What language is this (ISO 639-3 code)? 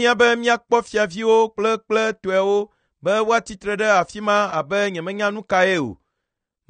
ewe